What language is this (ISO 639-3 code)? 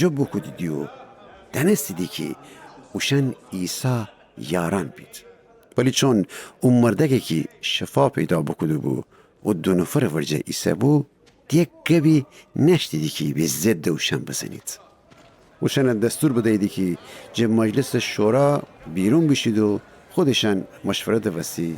glk